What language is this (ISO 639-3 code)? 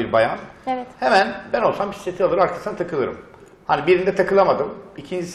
tur